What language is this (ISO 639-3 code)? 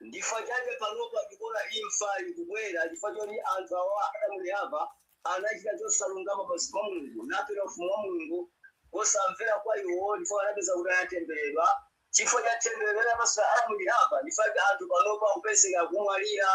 nya